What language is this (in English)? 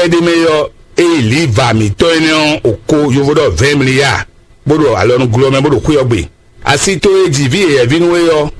Fon